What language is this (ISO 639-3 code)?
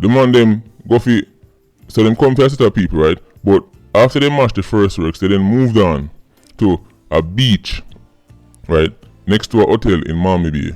jam